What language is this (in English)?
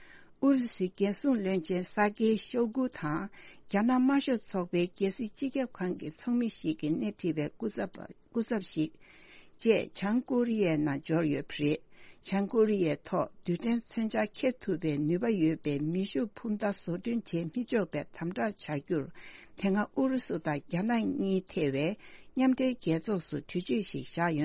Tibetan